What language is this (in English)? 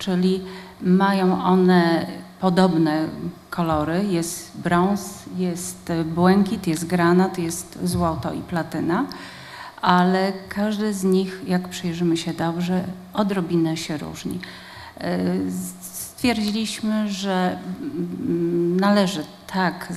Polish